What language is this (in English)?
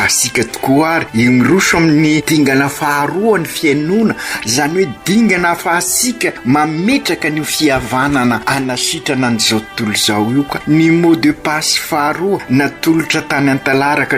Malagasy